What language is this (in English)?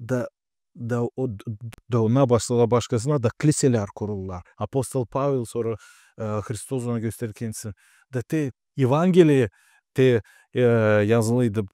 Gagauz